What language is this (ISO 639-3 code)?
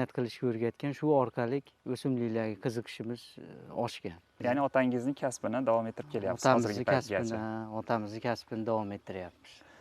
uzb